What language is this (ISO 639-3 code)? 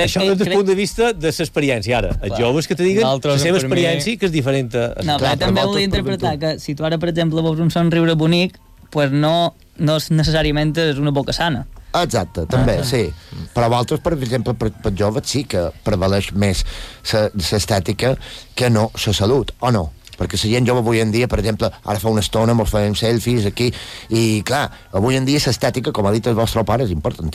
cat